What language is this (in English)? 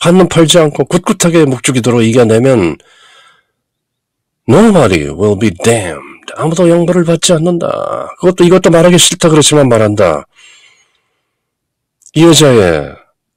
Korean